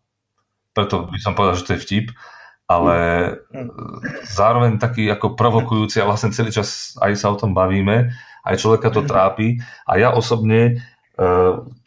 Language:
Slovak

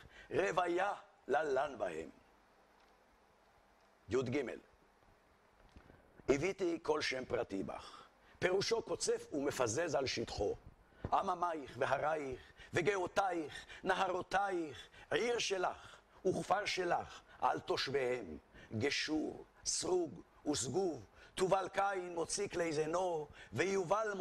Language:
Hebrew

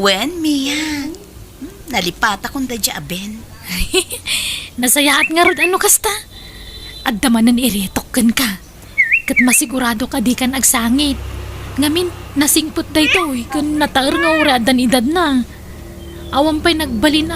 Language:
Iloko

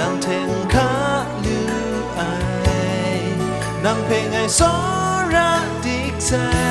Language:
Kachin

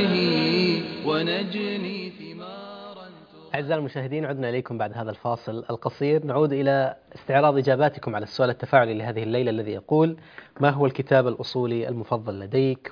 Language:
Arabic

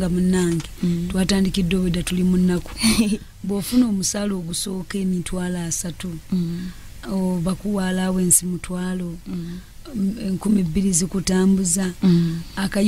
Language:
Ganda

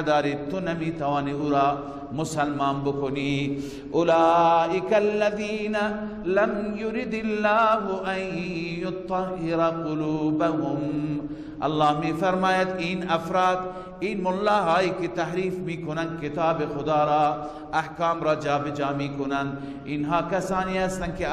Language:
Persian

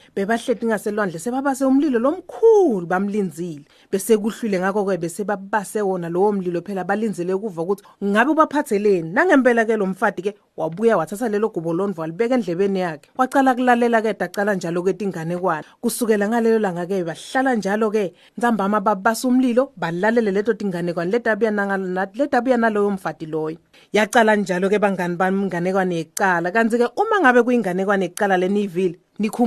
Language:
Swati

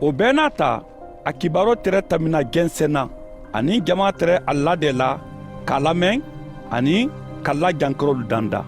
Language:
Mandingo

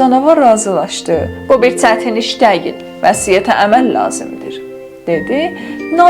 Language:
South Azerbaijani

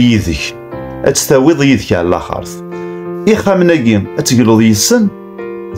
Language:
Kabyle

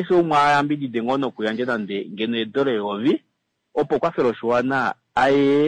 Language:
Kuanyama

